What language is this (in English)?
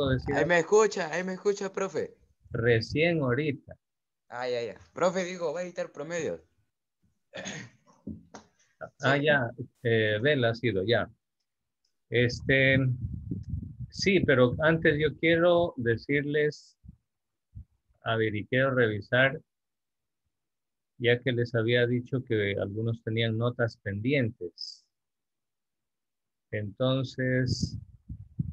Spanish